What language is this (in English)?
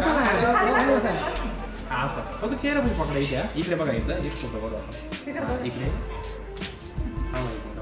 Marathi